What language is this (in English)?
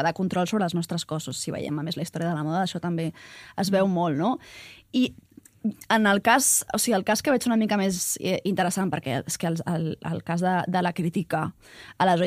Catalan